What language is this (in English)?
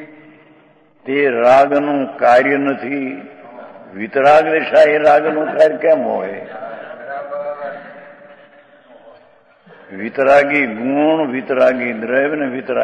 Gujarati